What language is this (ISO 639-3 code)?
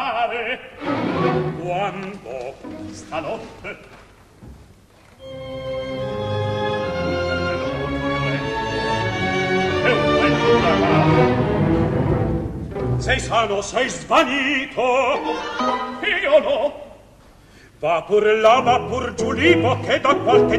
ita